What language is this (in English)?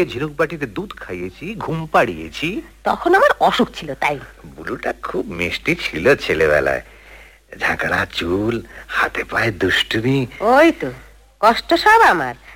Bangla